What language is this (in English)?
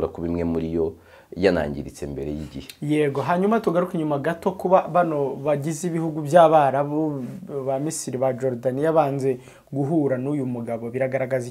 Kinyarwanda